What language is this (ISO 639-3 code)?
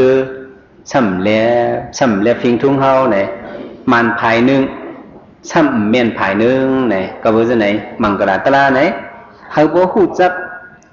shn